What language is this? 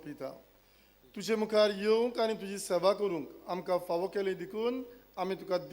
Konkani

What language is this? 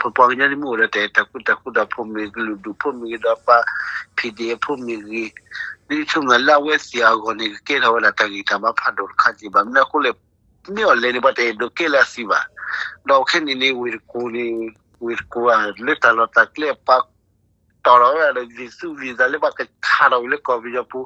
S'gaw Karen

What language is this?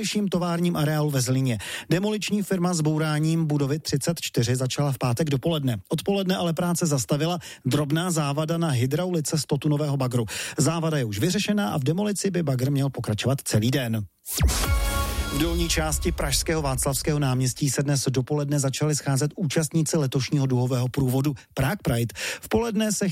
Czech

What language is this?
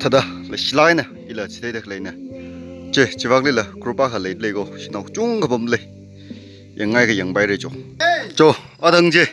Tangkhul Naga (India)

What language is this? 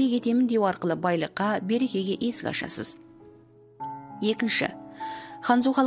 Kazakh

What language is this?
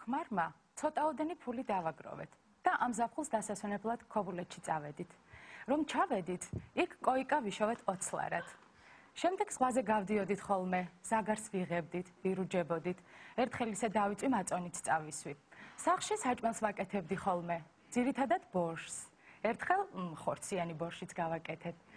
Georgian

